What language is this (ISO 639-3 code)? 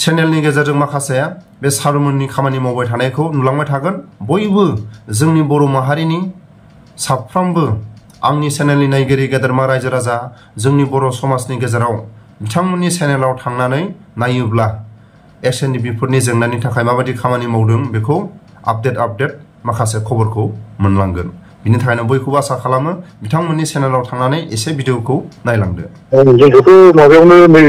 brx